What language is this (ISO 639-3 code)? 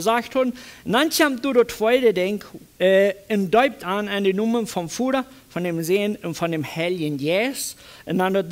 pdt